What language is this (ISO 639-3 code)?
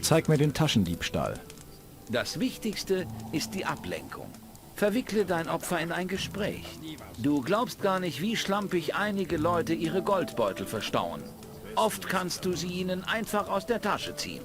bar